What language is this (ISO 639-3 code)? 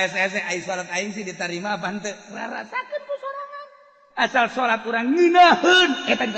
sun